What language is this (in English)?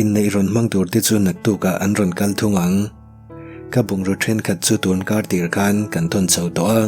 Mizo